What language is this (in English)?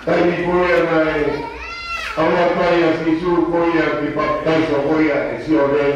Tongan